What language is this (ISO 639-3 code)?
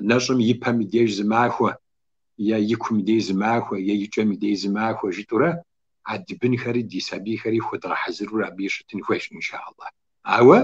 kbd